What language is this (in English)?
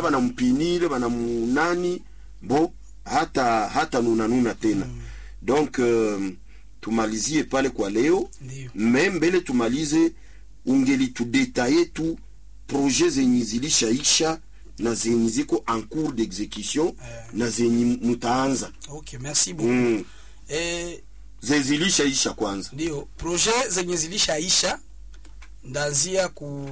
Swahili